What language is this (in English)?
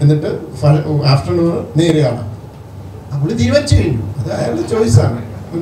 Malayalam